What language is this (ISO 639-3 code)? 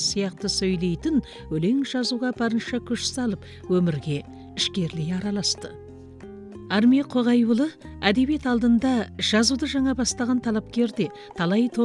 kaz